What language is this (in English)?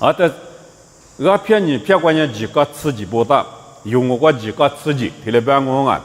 Lisu